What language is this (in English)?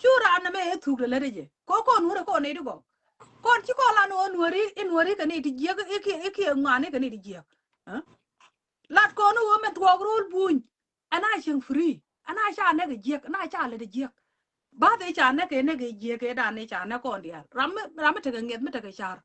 Nuer